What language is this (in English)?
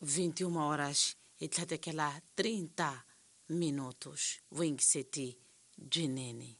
Tsonga